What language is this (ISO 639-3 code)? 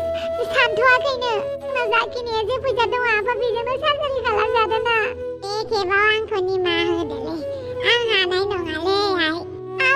brx